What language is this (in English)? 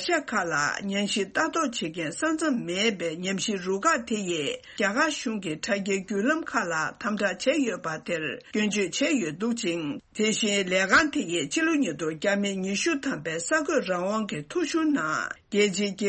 Tibetan